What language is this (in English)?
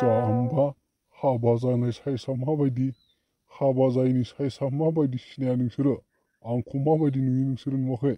Bodo